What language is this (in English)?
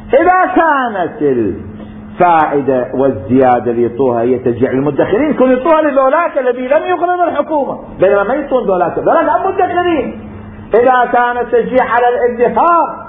Mesopotamian Arabic